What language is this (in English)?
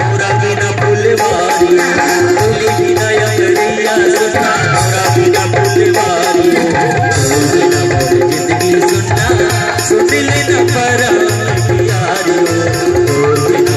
Chhattisgarhi